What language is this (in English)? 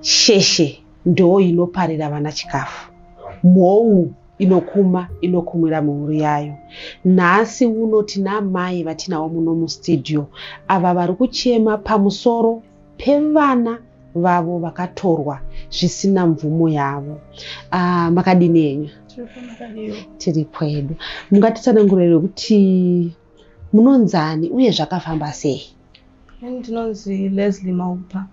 Shona